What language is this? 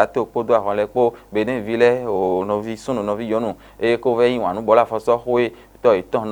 Fon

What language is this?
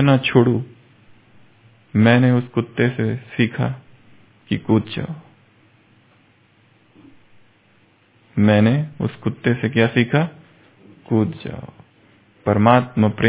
Hindi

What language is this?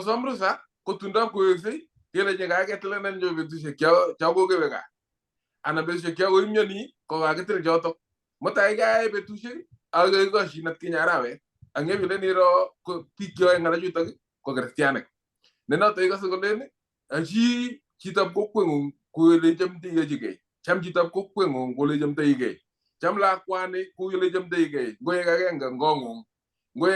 Kalenjin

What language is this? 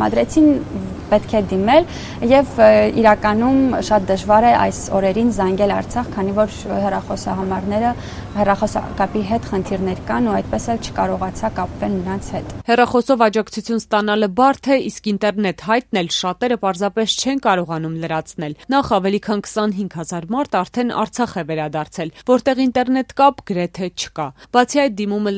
Armenian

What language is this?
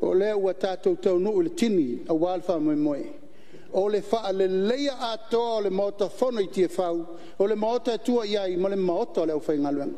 Samoan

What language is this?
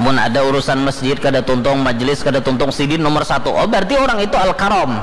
Banjar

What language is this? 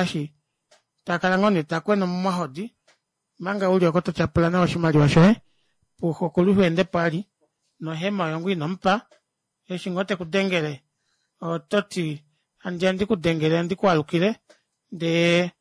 Kuanyama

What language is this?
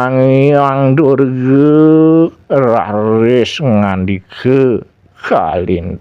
Balinese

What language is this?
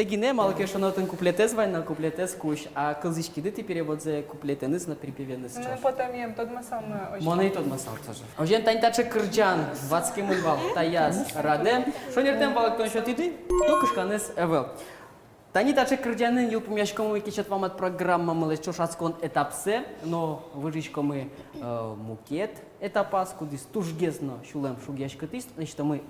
Udmurt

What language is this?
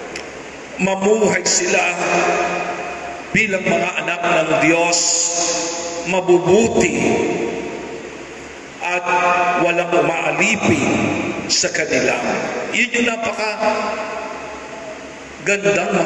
Filipino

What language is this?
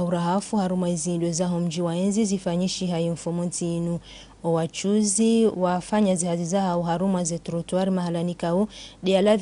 Ngazidja Comorian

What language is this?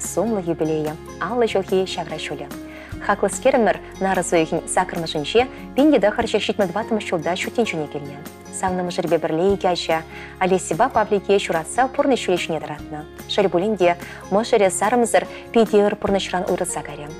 Chuvash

